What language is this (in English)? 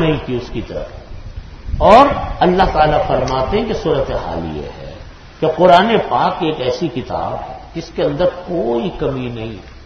Urdu